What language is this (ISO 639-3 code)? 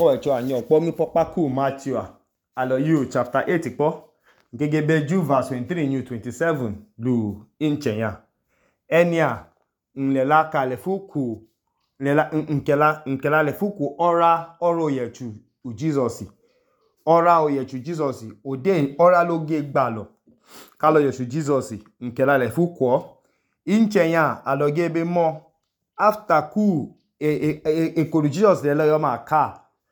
idu